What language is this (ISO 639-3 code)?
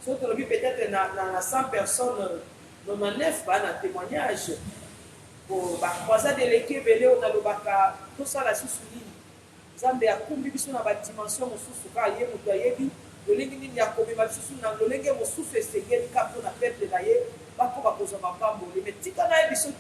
lin